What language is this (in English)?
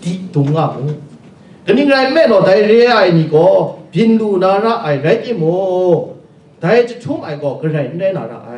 Kachin